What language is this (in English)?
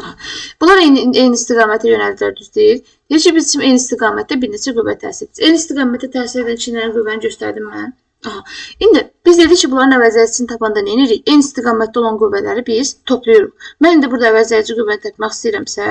Azerbaijani